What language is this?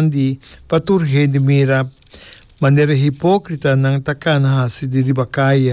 Papiamento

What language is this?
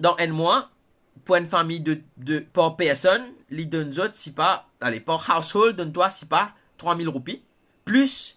Morisyen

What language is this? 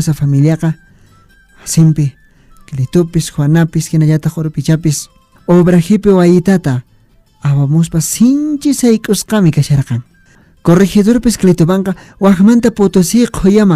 Quechua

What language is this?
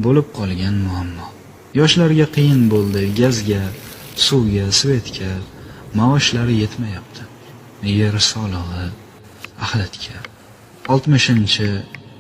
Uzbek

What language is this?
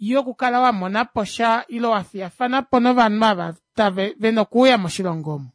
Kuanyama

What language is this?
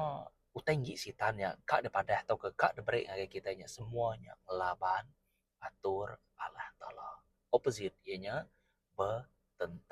Iban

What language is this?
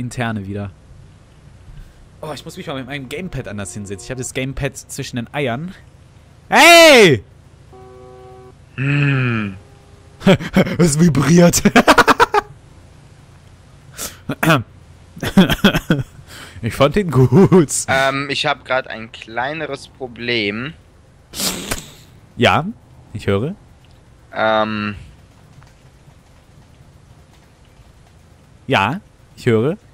German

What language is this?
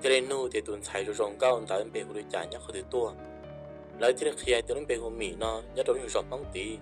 Hmong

